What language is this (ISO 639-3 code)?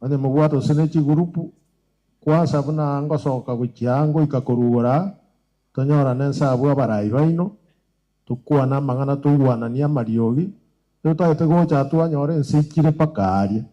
guz